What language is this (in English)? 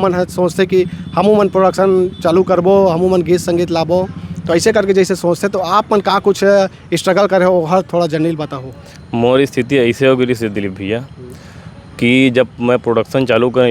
Chhattisgarhi